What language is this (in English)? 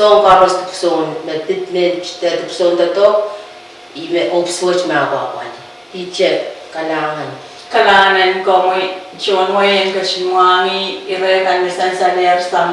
Pohnpeian